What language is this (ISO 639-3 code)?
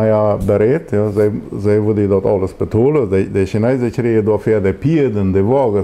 pdt